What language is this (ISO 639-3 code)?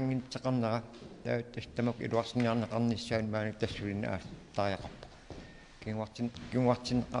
kal